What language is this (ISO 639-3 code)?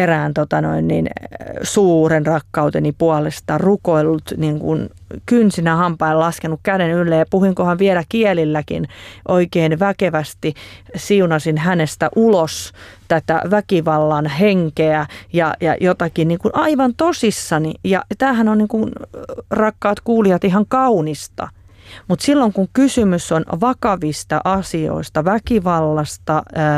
fin